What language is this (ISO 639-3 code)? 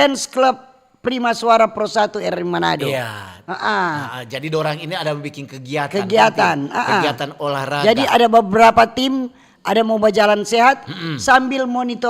xmm